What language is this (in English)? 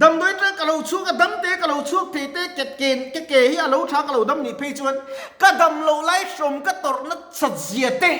Mizo